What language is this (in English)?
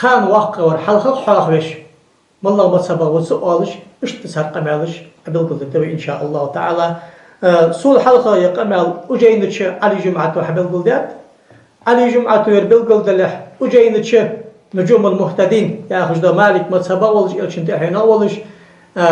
Ingush